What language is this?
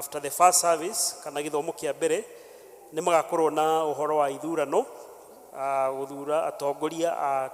Kikuyu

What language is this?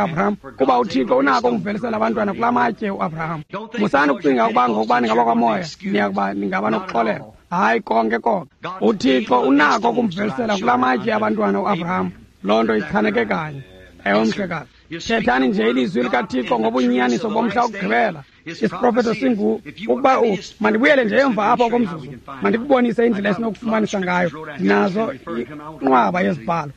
Xhosa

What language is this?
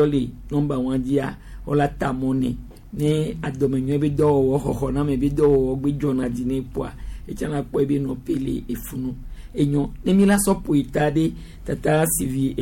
Gen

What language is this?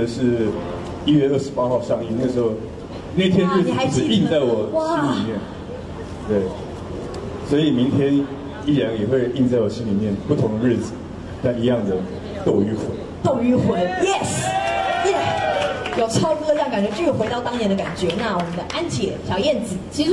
Chinese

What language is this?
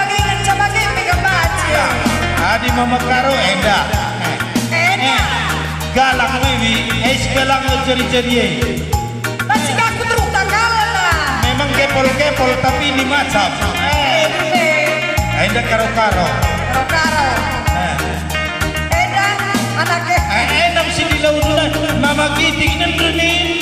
Batak Karo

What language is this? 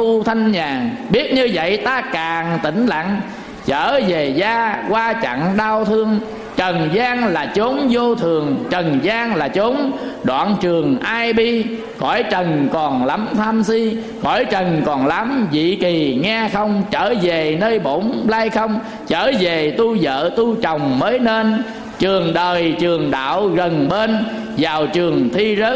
Vietnamese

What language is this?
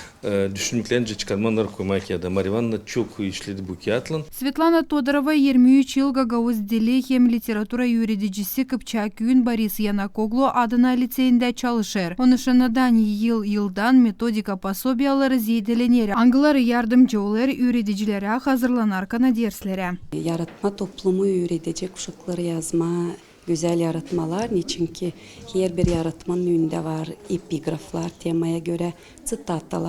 Gagauz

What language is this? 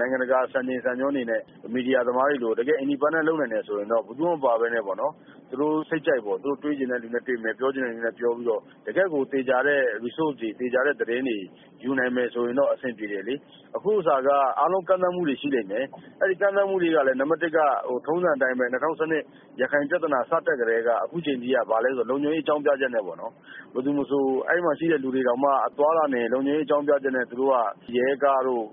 Burmese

